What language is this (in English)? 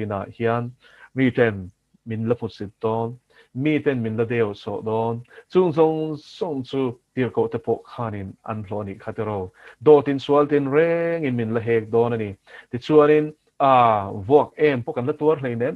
Mizo